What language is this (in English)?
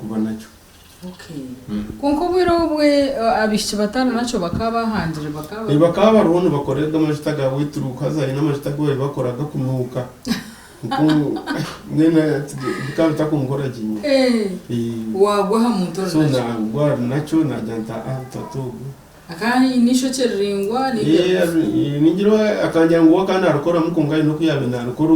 Nyankole